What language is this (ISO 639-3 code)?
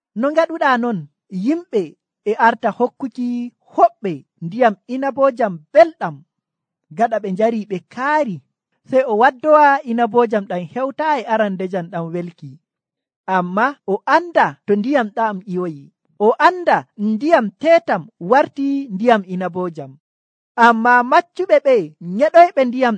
fuv